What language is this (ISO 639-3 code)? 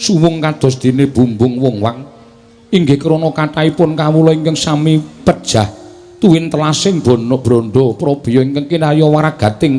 jav